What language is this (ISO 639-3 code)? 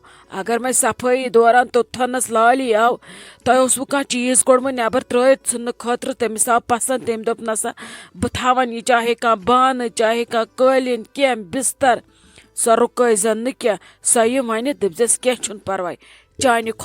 kas